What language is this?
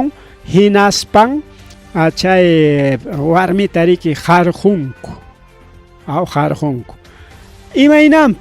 Ayacucho Quechua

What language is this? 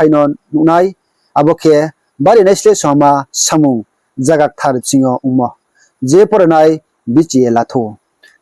Riang (India)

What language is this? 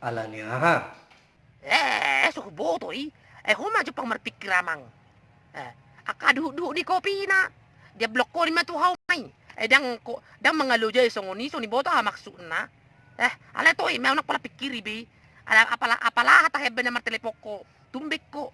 Batak Toba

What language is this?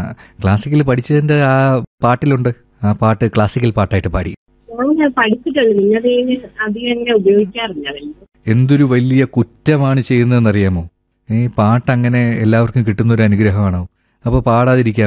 Malayalam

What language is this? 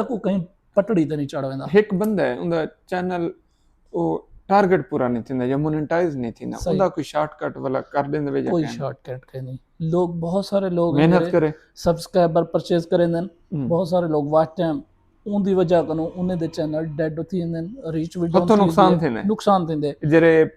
Saraiki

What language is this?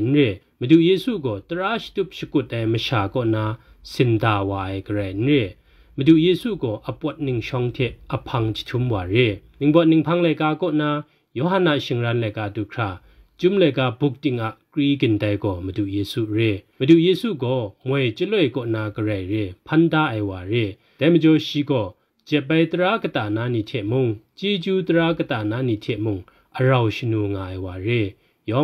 Kachin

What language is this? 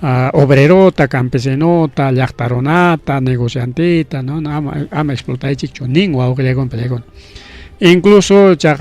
Ayacucho Quechua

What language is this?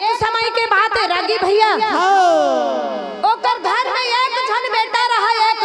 Chhattisgarhi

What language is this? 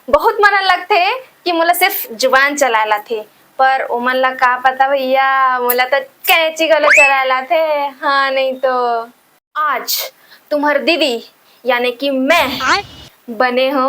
Chhattisgarhi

